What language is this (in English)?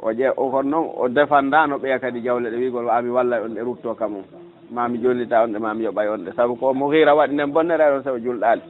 Fula